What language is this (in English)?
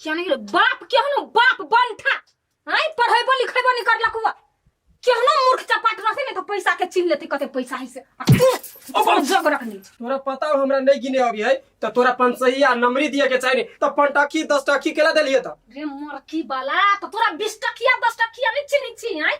Maithili